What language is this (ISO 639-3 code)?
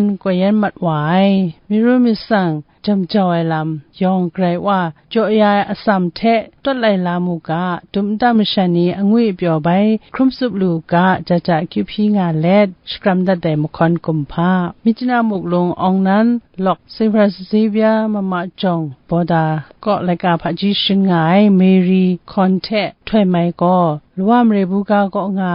kac